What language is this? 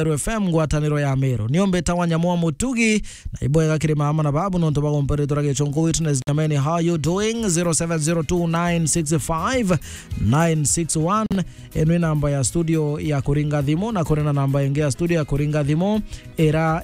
Meru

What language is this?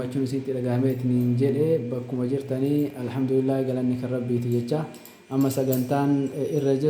Oromo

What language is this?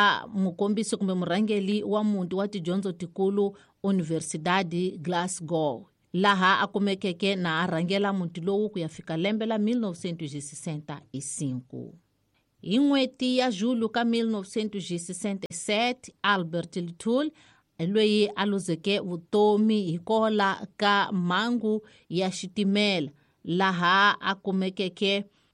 Tsonga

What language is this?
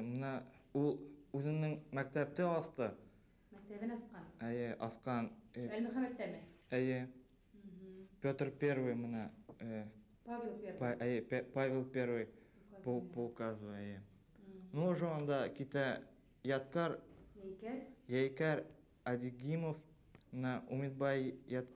Bashkir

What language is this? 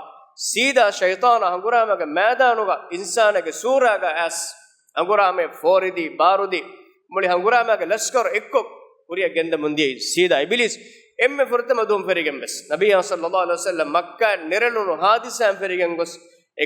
Divehi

